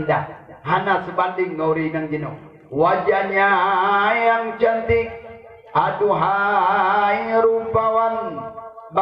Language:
Achinese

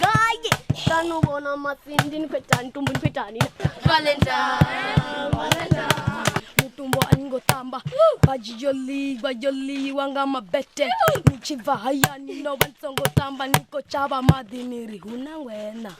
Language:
Venda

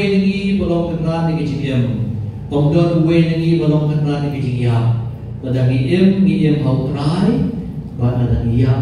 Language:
Khasi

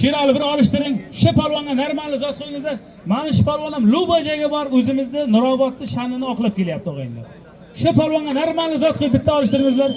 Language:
Uzbek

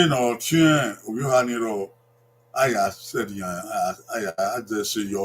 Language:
Bini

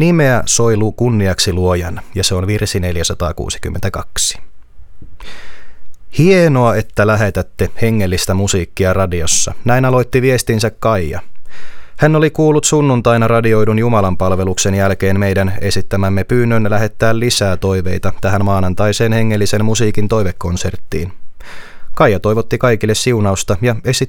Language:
Finnish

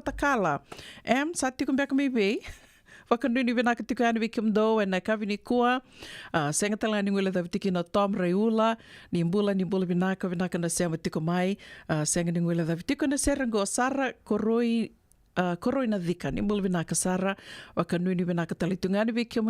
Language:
Fijian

